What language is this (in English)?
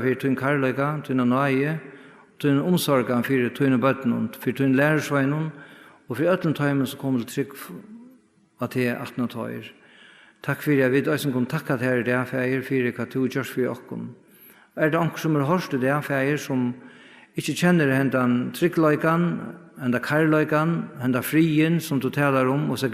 Faroese